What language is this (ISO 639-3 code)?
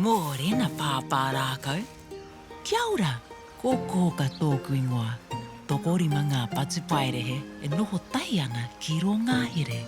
mri